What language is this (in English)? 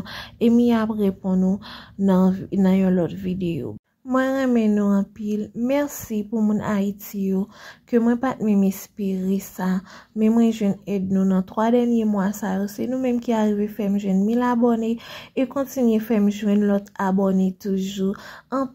Haitian Creole